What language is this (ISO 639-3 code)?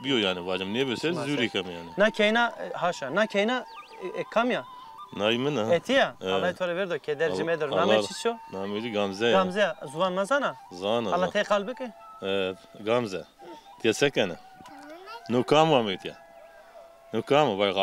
zza